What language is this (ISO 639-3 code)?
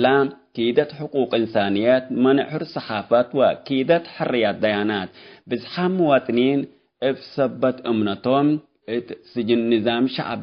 tig